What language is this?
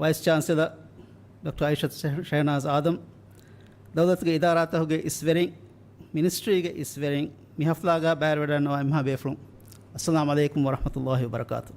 Divehi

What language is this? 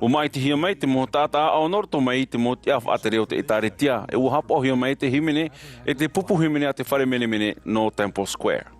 Tahitian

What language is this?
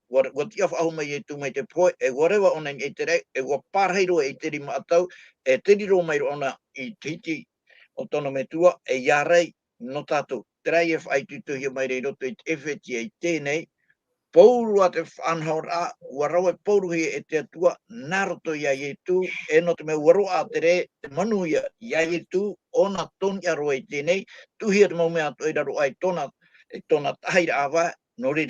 Tahitian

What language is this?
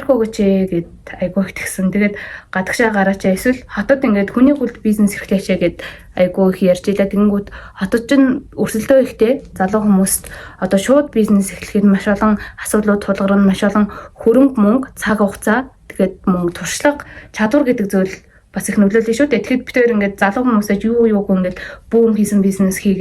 Mongolian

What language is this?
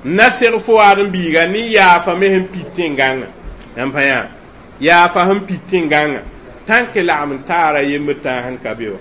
Mossi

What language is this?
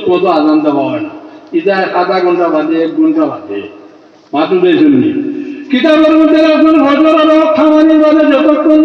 Sylheti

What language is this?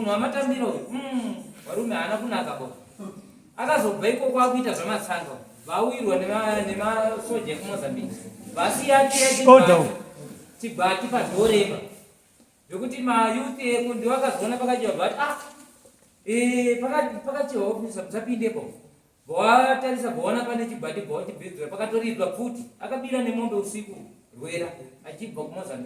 Shona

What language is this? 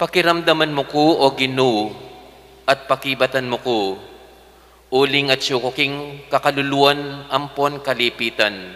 Pampanga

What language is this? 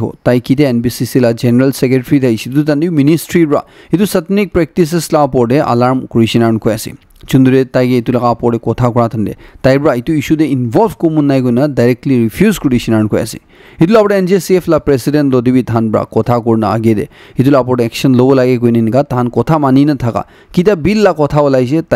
Naga Pidgin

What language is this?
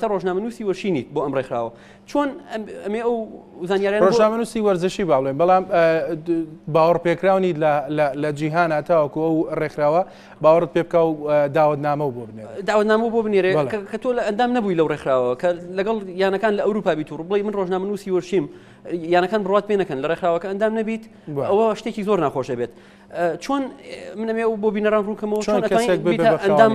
Central Kurdish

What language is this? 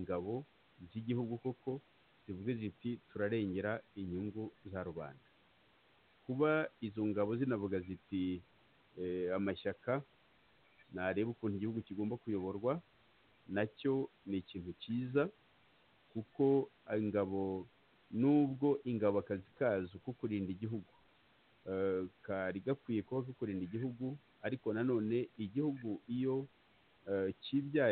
Kinyarwanda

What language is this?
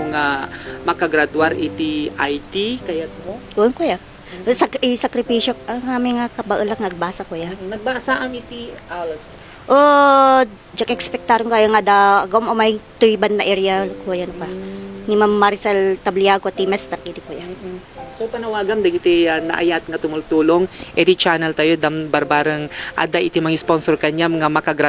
Iloko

